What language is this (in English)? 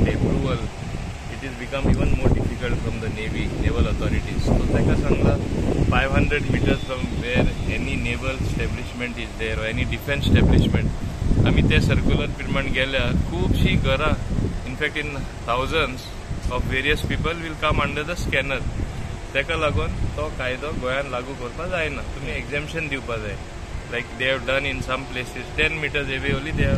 Konkani